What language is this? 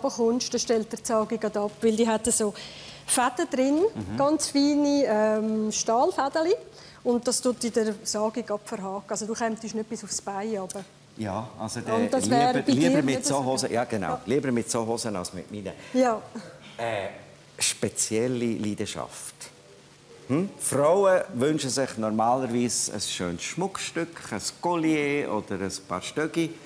Swiss German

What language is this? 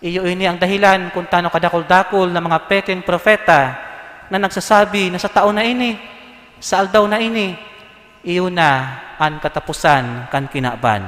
Bikol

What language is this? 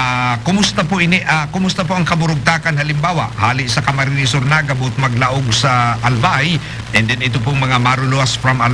Bikol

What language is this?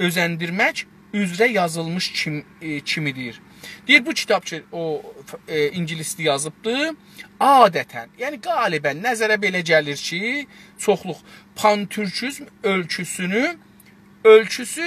South Azerbaijani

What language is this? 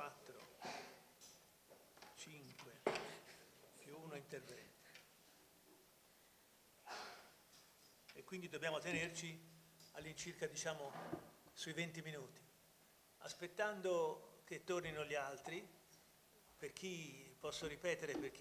Italian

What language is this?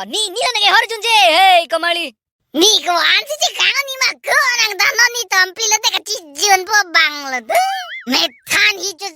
Karbi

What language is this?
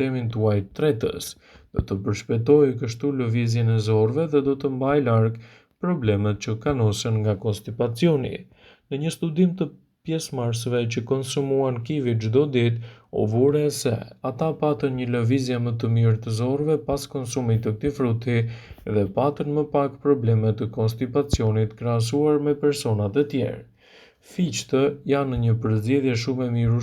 Albanian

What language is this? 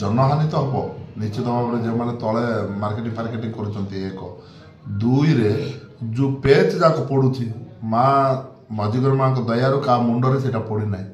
Odia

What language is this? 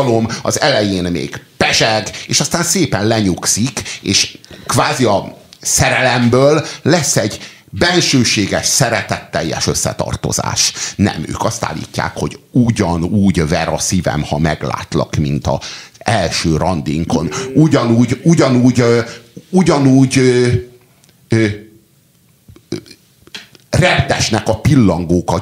Hungarian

